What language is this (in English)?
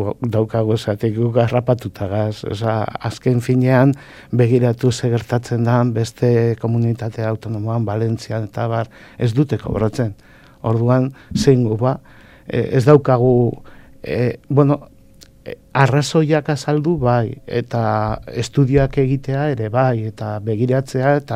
Basque